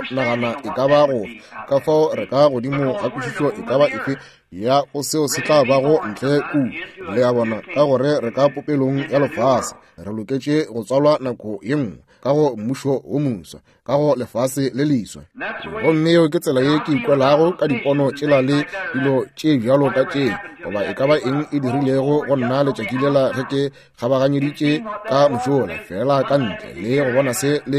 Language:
Northern Sotho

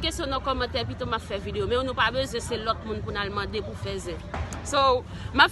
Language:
Haitian Creole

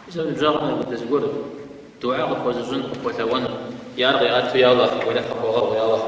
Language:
Kabardian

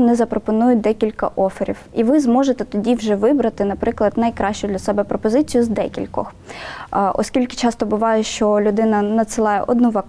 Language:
Ukrainian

